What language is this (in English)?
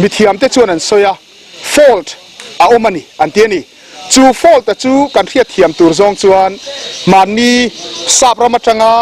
Mizo